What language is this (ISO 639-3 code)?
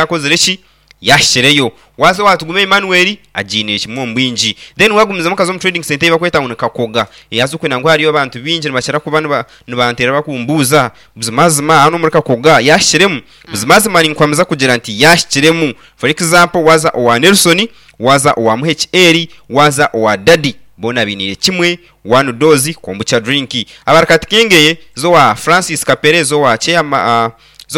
nyn